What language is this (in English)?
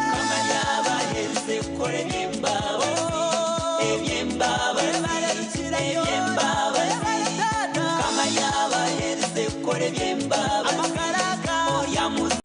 Nyankole